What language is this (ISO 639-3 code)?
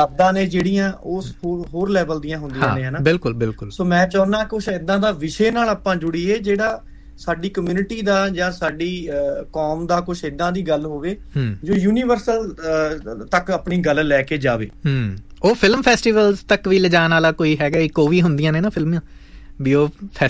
pan